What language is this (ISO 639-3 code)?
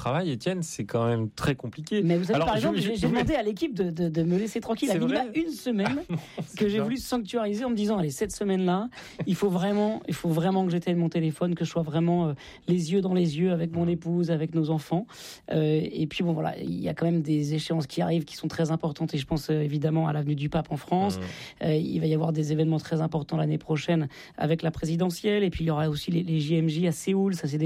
fra